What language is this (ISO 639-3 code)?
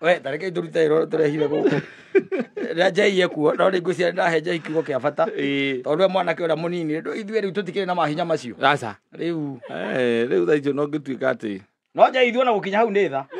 kik